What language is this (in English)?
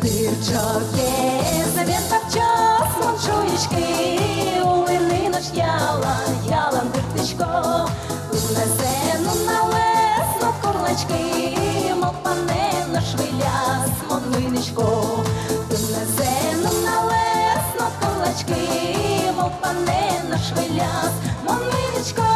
Udmurt